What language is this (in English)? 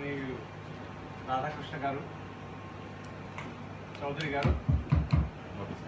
Telugu